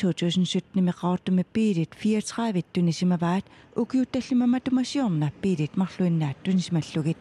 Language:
Kalaallisut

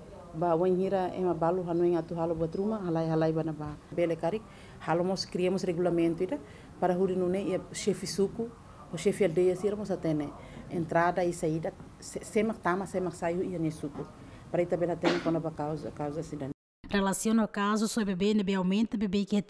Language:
Tetum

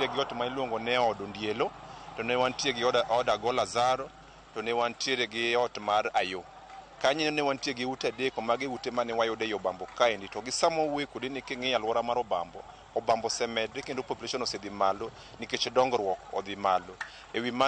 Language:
Luo (Kenya and Tanzania)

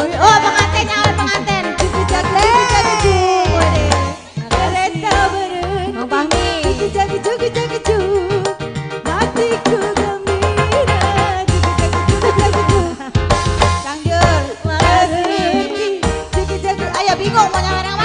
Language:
Betawi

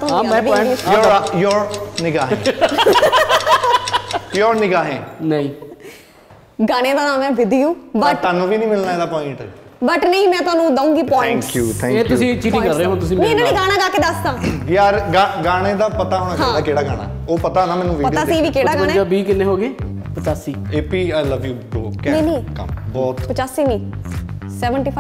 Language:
Punjabi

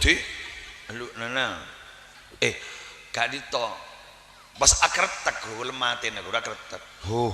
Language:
Madurese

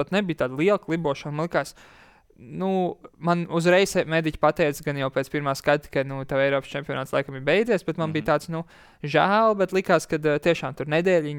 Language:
Latvian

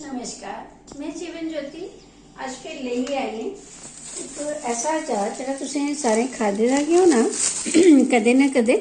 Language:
Dogri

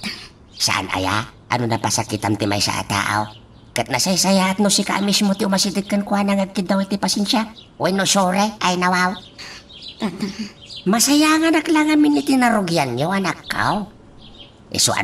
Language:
Iloko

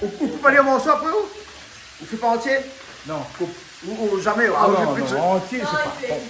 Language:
Réunion Creole French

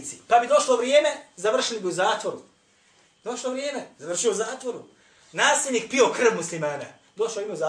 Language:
Bosnian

